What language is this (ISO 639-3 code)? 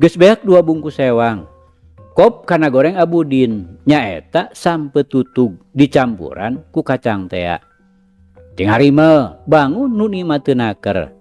sun